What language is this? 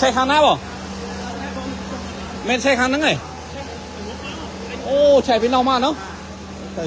Khmer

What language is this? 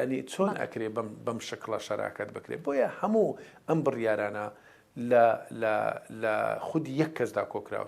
Central Kurdish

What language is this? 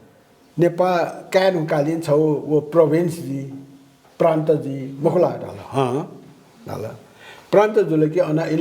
Newari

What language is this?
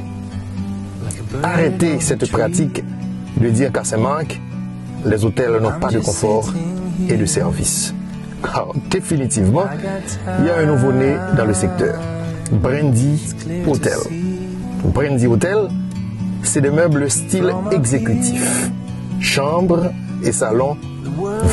French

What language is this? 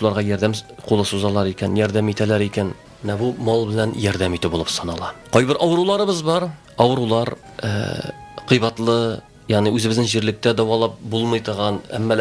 Tatar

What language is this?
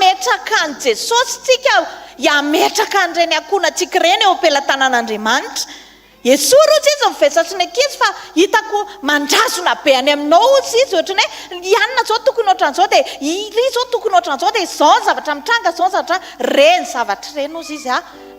Malagasy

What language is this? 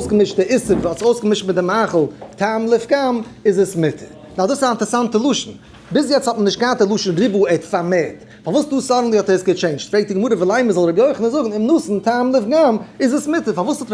Yiddish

